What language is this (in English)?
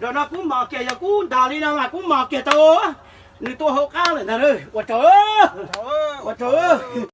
Hmong